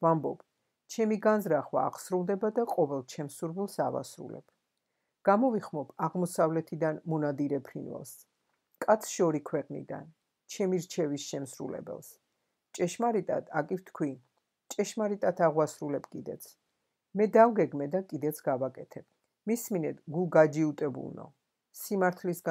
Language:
Georgian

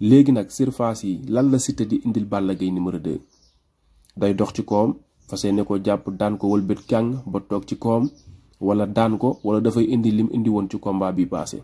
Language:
Wolof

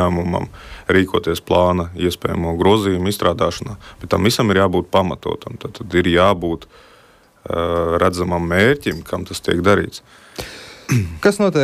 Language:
Latvian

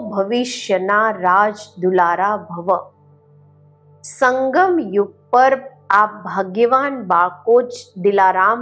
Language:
Gujarati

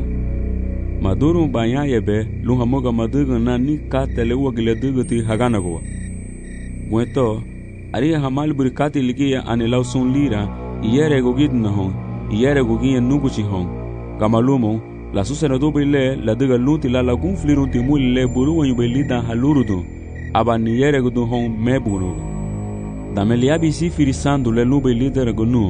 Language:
Garifuna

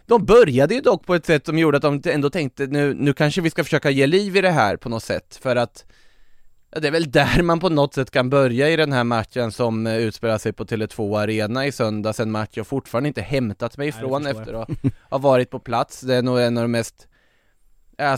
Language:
Swedish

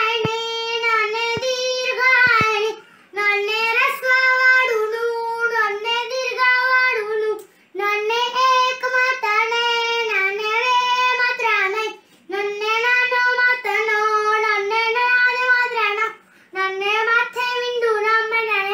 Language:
Gujarati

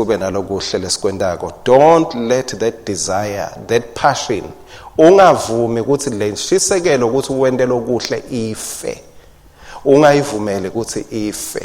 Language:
Swati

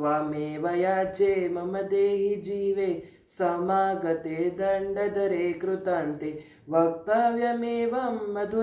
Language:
Sanskrit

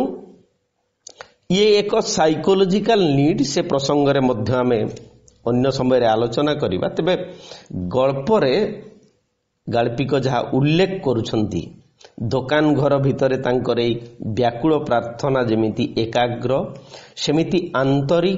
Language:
Odia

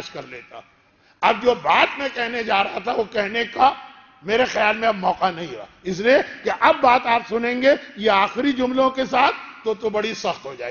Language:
Urdu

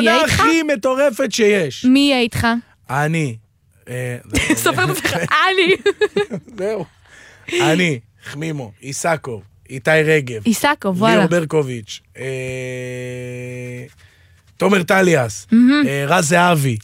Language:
Hebrew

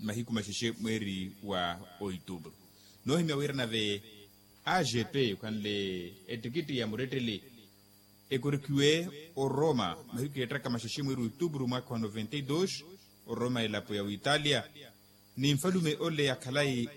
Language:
Makhuwa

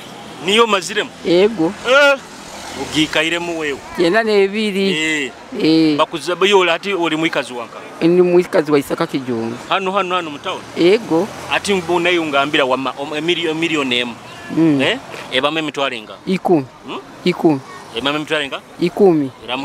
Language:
Nyoro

